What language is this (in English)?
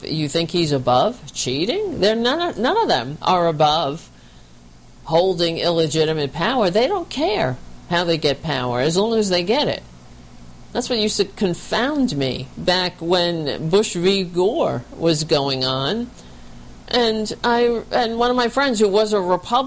English